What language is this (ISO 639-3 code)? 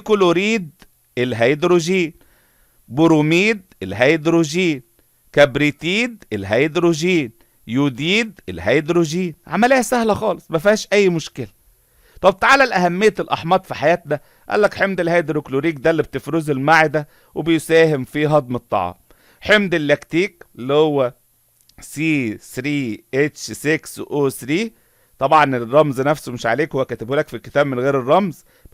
arz